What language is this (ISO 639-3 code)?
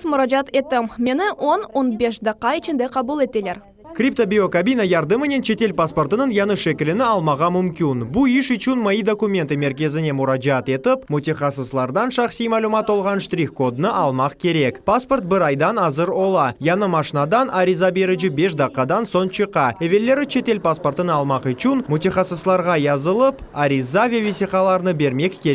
crh